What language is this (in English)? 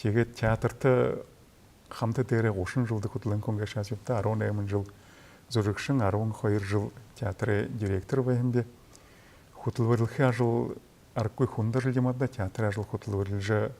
Buriat